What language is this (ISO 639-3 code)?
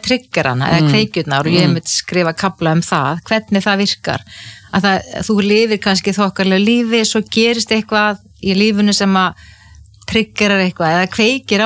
isl